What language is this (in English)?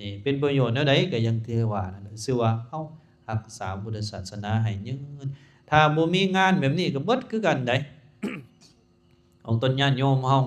Lao